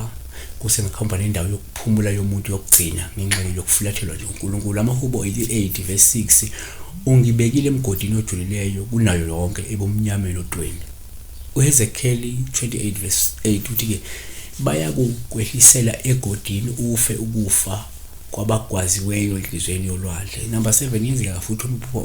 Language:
Zulu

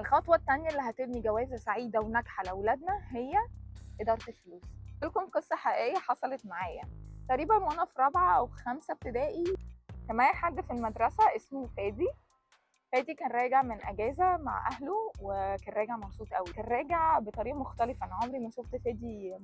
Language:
Egyptian Arabic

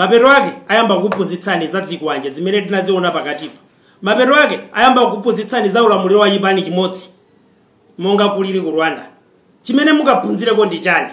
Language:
Nyanja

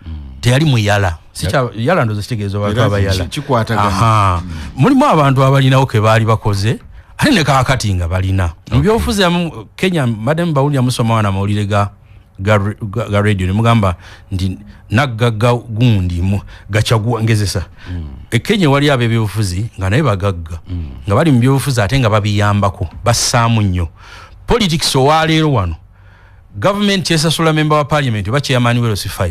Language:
Ganda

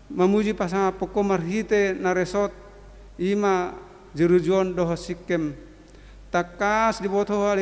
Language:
Batak Toba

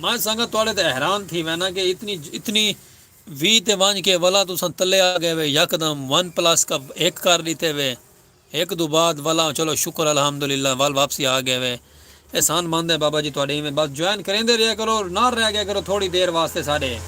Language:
Saraiki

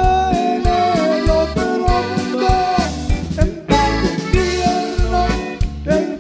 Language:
Spanish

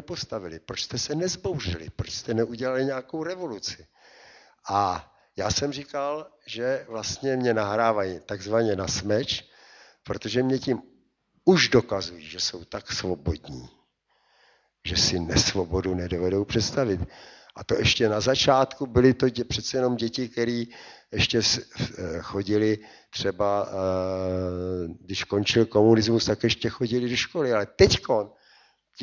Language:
Czech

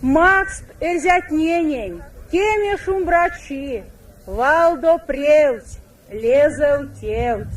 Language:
Erzya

